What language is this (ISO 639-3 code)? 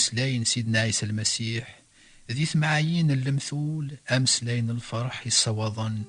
kab